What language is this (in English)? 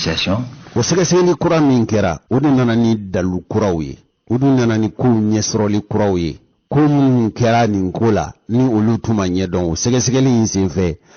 Bambara